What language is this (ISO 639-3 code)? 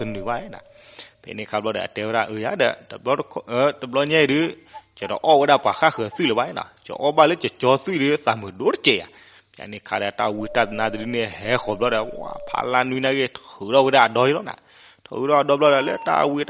ksw